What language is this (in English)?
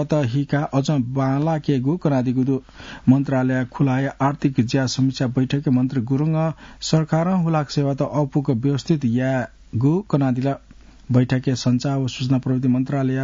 Newari